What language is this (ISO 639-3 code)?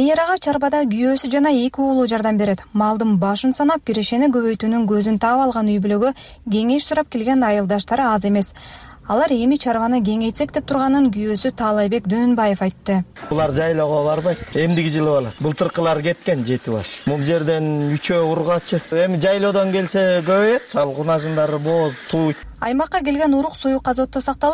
kir